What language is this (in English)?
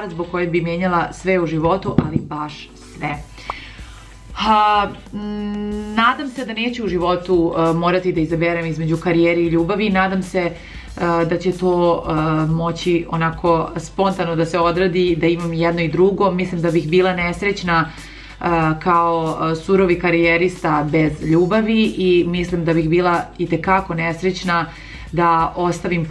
Serbian